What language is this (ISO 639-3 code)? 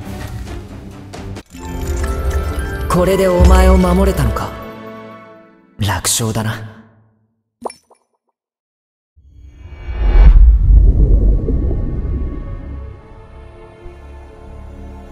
jpn